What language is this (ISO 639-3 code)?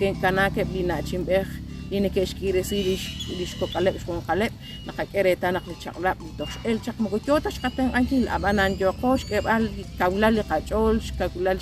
kek